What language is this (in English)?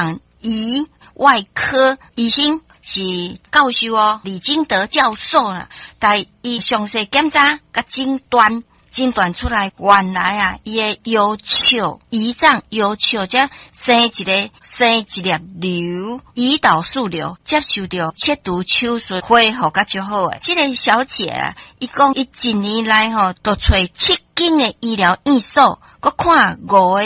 Min Nan Chinese